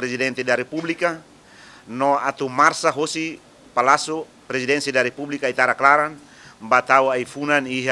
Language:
Tetum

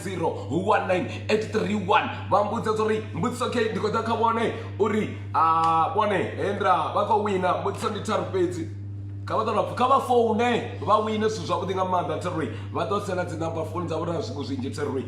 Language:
Venda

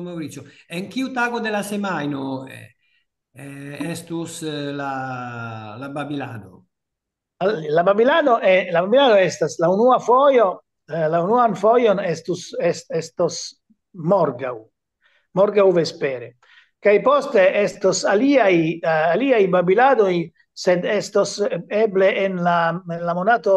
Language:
Esperanto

